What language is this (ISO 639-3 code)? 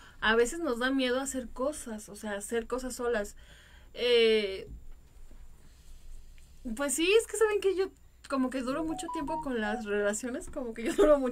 spa